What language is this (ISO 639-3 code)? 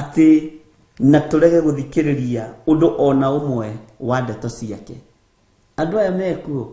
kik